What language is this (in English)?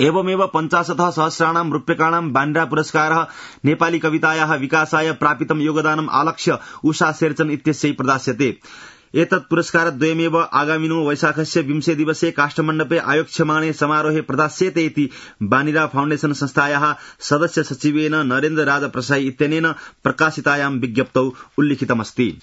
Sanskrit